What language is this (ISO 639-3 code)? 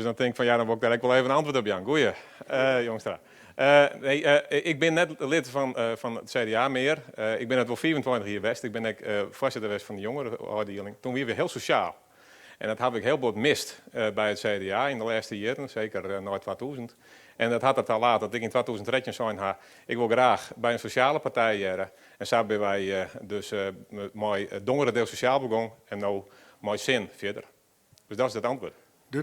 fry